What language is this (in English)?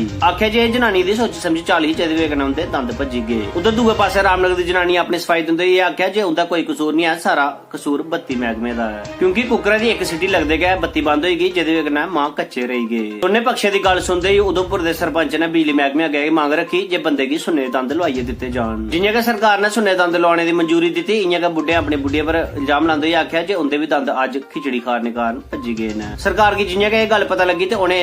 Dogri